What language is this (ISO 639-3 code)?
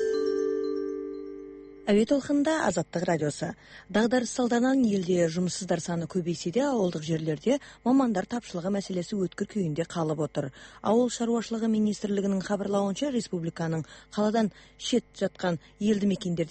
kaz